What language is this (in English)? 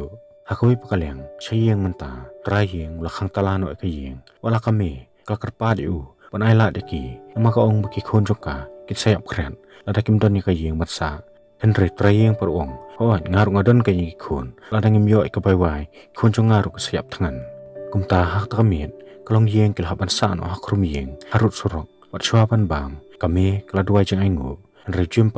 Khasi